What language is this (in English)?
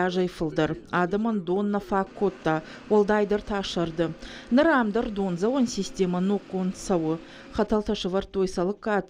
Ossetic